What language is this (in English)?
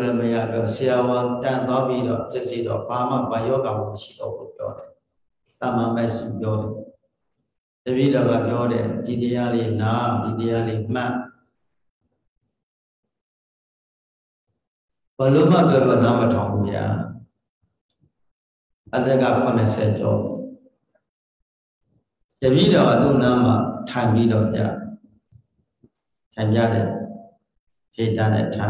Burmese